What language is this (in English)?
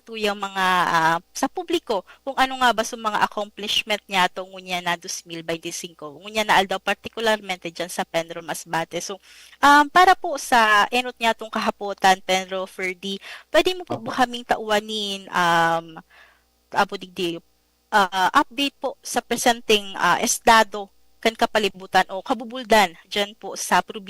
Bikol